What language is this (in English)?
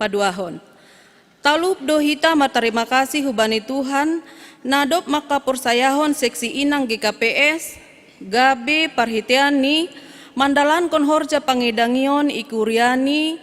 Batak Simalungun